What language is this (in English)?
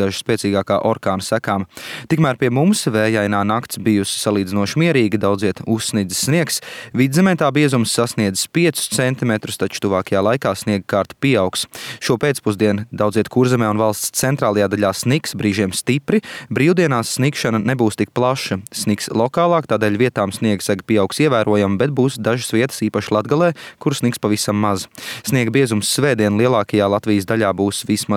Latvian